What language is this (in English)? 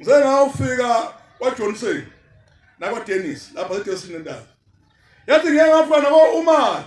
Zulu